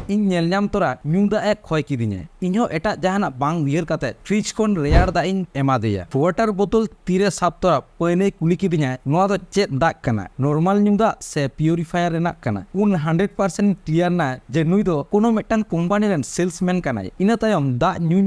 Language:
Santali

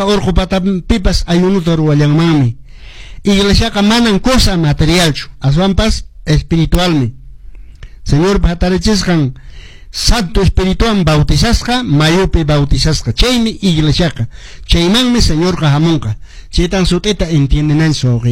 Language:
Quechua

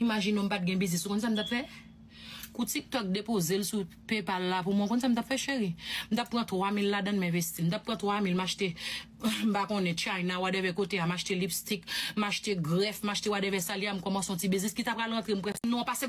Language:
Haitian Creole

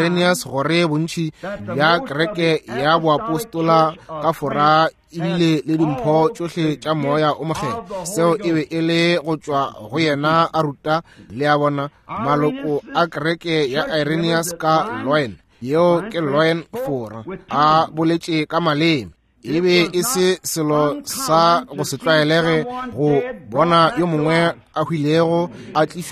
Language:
Northern Sotho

